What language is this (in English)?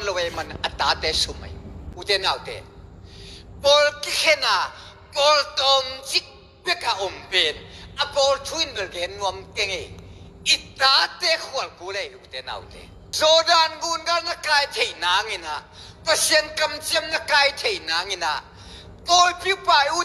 Tedim Chin